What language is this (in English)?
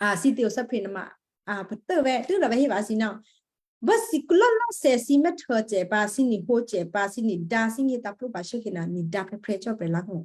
Western Kayah